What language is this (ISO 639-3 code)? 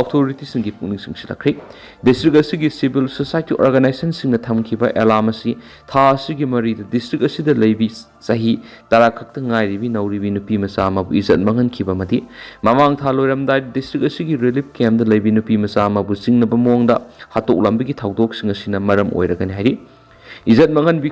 mni